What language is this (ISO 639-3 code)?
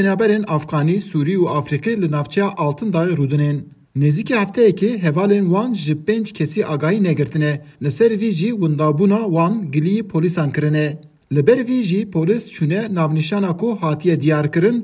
kur